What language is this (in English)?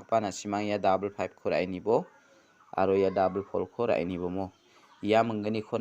Garo